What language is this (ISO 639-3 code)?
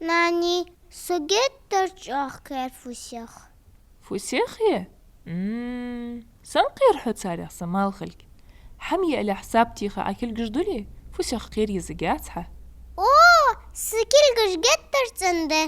inh